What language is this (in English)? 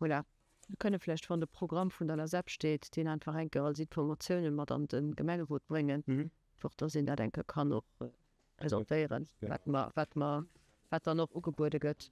Luxembourgish